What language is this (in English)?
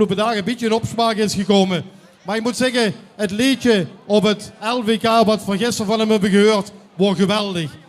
Limburgish